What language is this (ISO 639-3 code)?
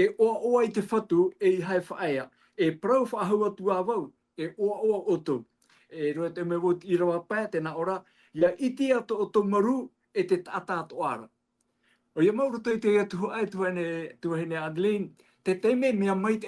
tah